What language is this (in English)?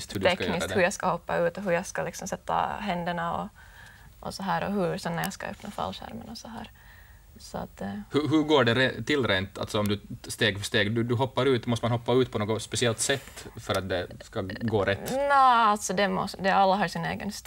Swedish